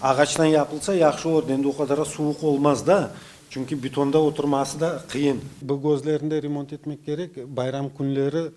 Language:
Crimean Tatar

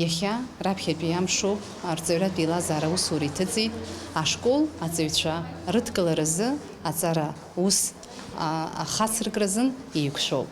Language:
Abkhazian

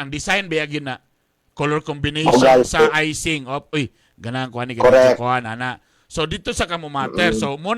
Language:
Cebuano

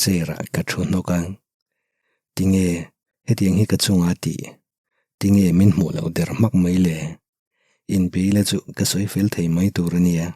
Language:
Mizo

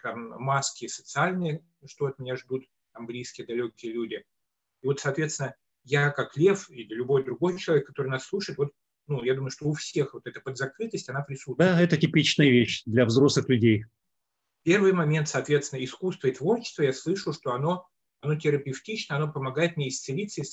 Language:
Russian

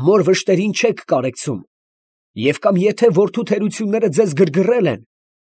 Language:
Armenian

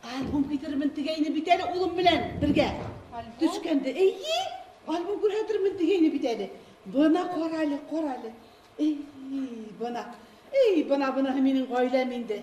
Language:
Bashkir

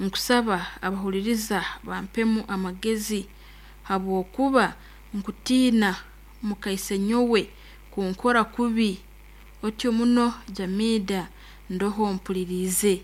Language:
Nyoro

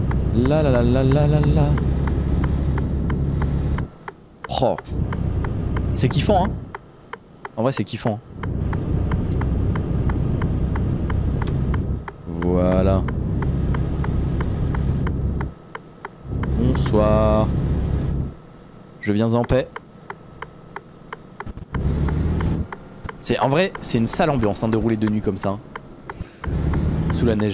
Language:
French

